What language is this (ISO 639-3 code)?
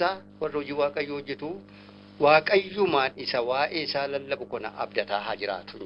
orm